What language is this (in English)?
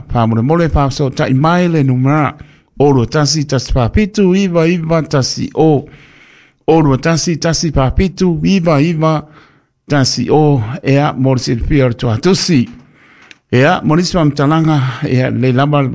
Samoan